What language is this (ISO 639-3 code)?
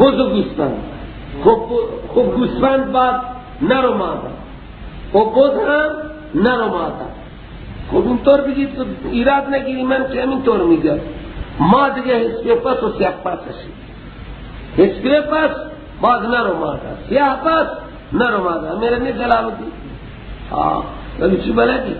fas